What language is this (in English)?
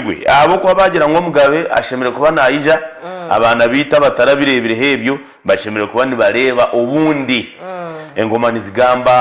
Nyankole